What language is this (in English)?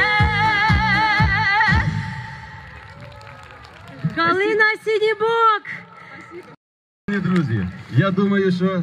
Ukrainian